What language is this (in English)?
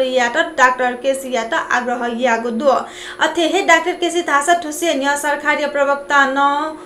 Newari